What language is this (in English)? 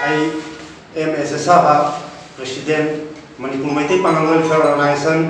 Manipuri